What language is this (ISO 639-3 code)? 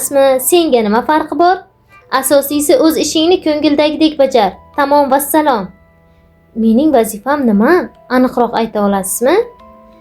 uzb